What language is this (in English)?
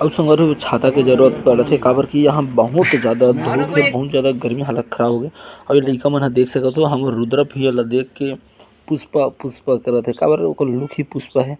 Chhattisgarhi